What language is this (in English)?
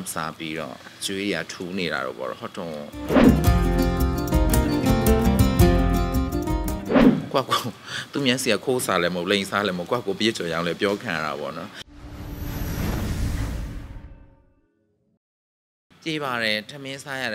Burmese